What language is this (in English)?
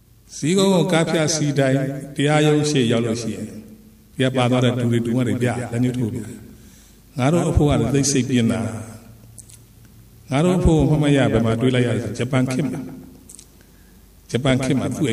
Burmese